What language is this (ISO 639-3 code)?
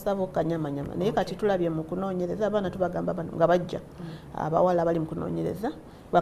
lug